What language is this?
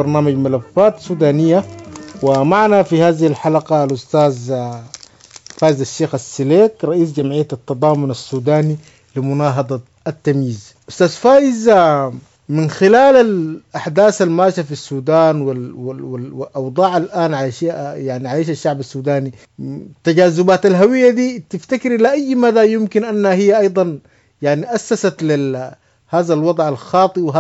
Sudanese Arabic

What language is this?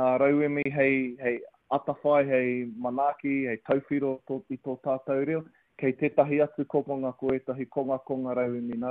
Māori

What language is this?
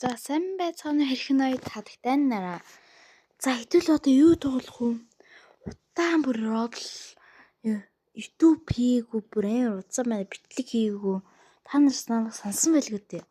Mongolian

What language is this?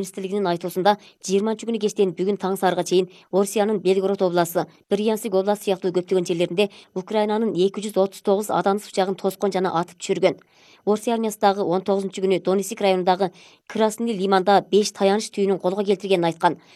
Kyrgyz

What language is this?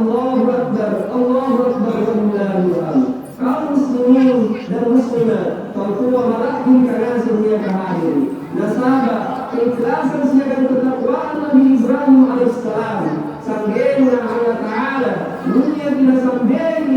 Makasar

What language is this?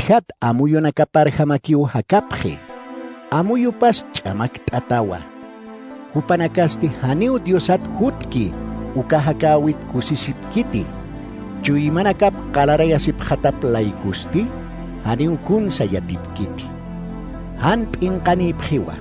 Aymara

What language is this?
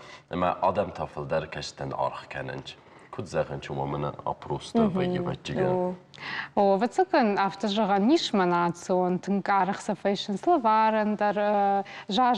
Ossetic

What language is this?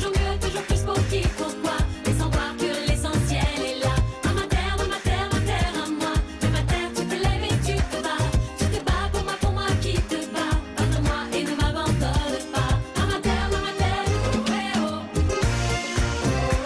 French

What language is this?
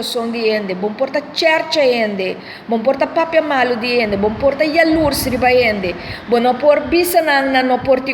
Papiamento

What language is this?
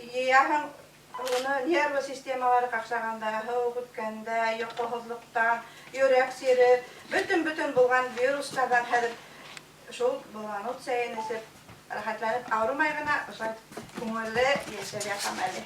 Bashkir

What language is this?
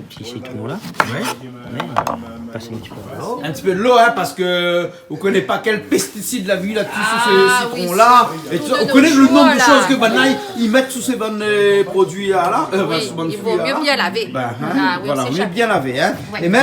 Réunion Creole French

